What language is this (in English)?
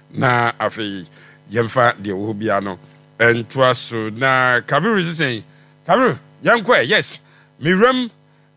Akan